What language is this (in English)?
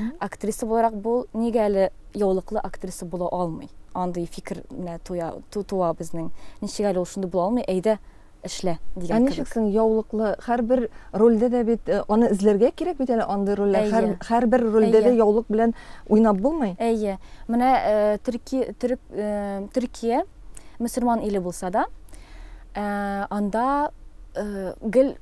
Tatar